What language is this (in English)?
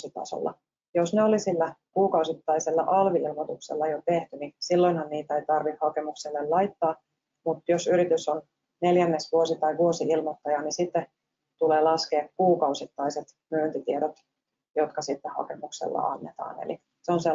Finnish